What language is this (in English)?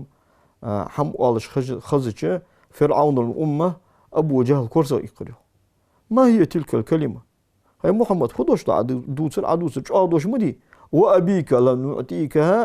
Ingush